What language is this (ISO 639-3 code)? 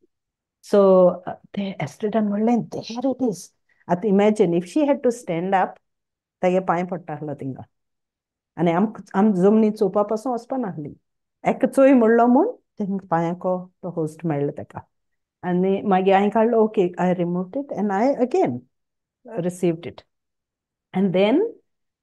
kok